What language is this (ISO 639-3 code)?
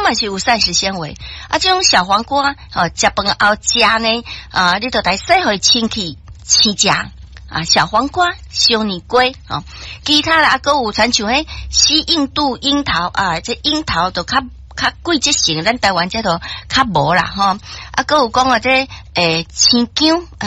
nan